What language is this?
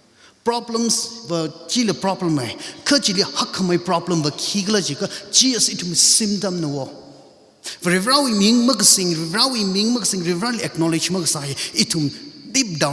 Tangkhul Naga (India)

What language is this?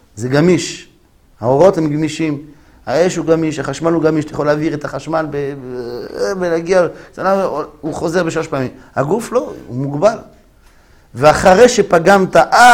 Hebrew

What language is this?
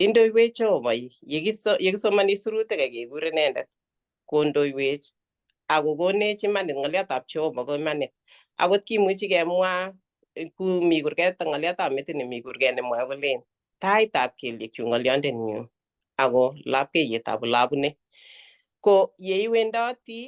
Kalenjin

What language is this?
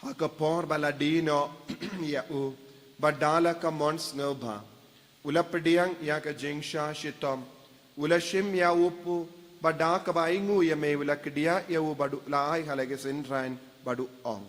Khasi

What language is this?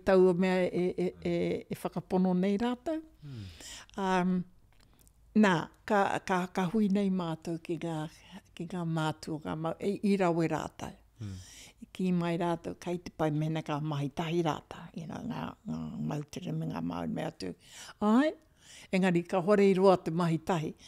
Māori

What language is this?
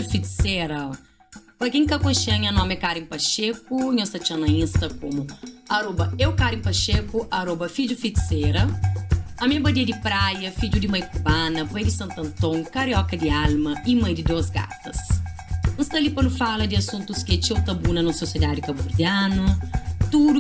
Kabuverdianu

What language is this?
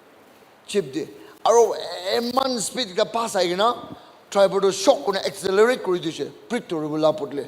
Naga Pidgin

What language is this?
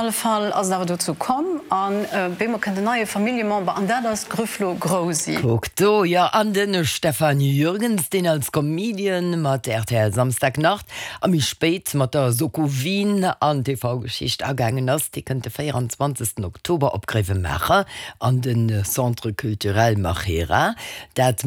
Luxembourgish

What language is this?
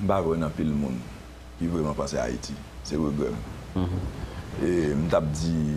Haitian Creole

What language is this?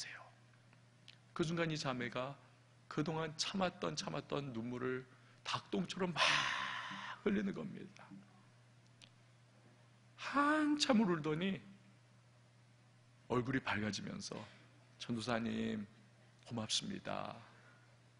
Korean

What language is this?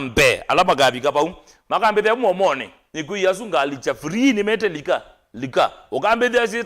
Kamba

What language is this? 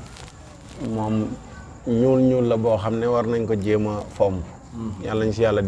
Wolof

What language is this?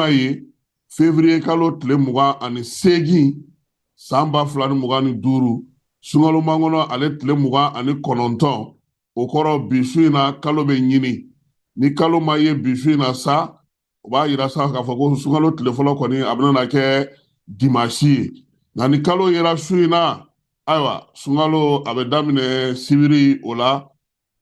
Bambara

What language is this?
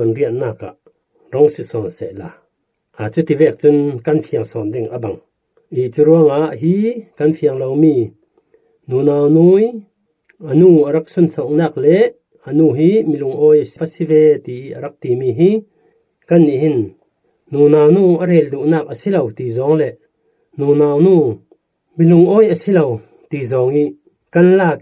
Falam Chin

